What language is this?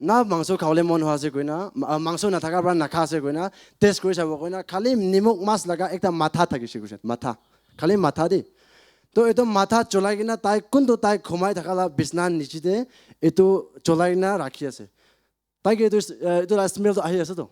Naga Pidgin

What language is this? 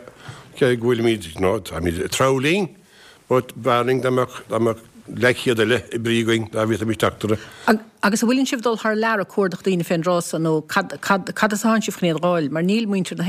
Irish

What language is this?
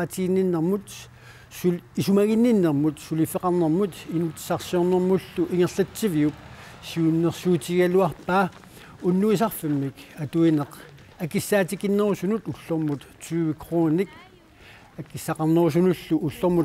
Kalaallisut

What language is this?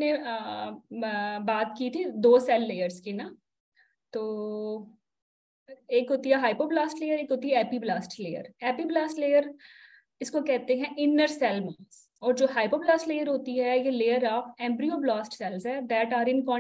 Hindi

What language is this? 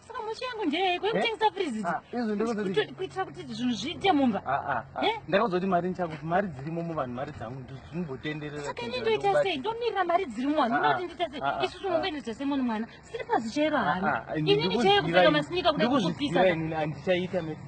Shona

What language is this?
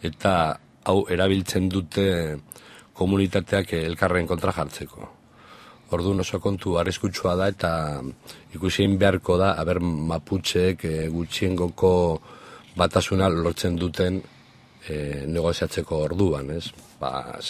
Basque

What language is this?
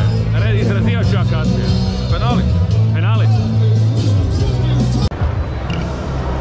Croatian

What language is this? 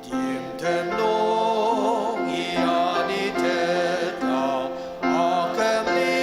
Ao Naga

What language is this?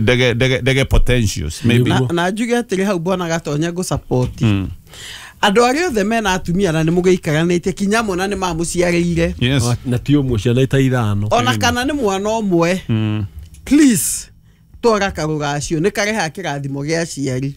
Kikuyu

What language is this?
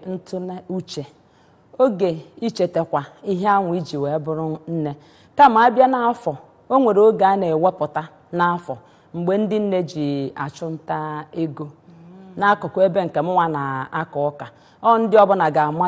Igbo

